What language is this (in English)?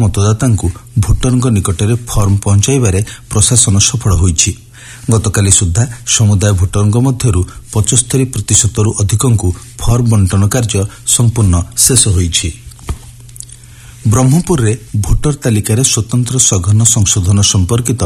Odia